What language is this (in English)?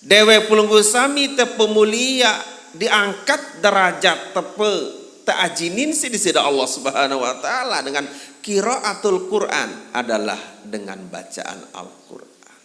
Sasak